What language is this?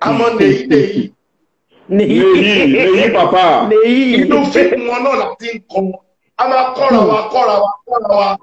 Yoruba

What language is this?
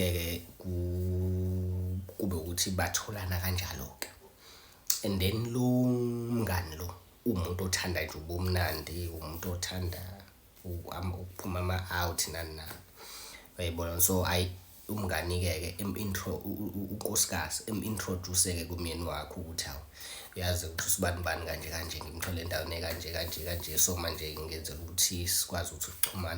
Zulu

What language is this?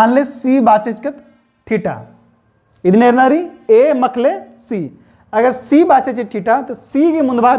Kurukh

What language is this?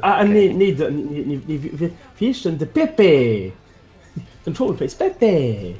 Luxembourgish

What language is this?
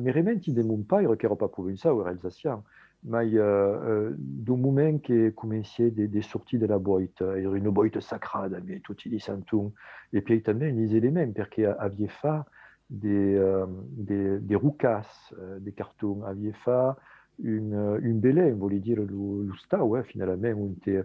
Occitan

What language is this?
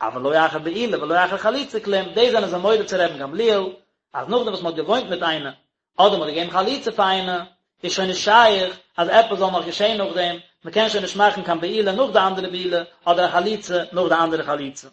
Yiddish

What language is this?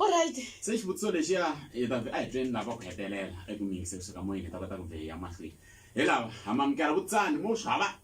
Tsonga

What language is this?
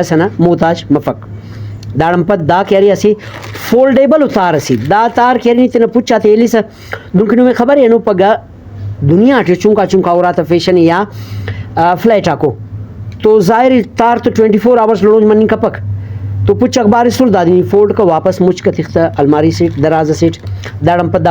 Brahui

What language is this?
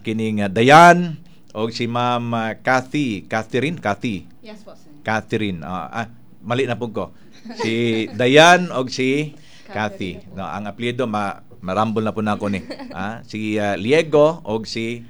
Cebuano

